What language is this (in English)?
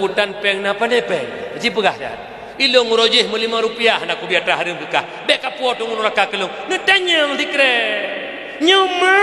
Achinese